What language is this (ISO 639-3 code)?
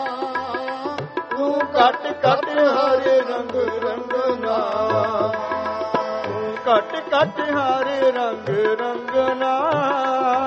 pan